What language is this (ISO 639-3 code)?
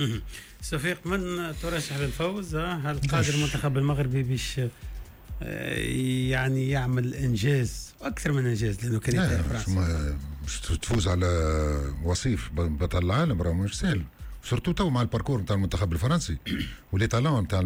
aeb